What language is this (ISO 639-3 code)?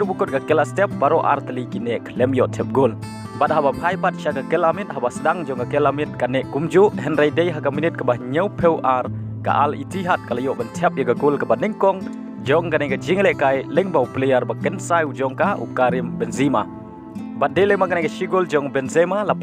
kha